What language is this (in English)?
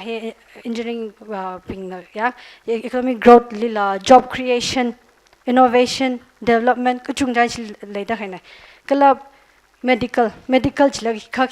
Tangkhul Naga (India)